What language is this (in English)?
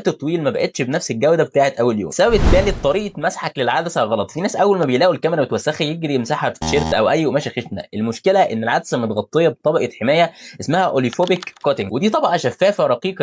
Egyptian Arabic